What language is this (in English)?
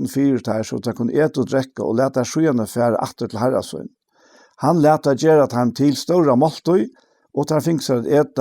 Faroese